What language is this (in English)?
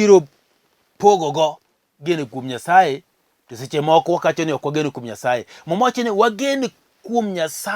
Luo (Kenya and Tanzania)